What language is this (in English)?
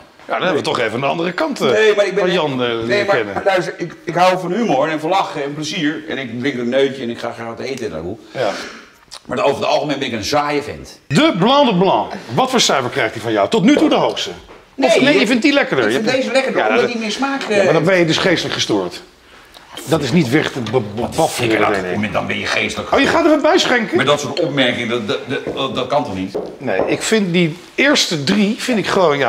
Dutch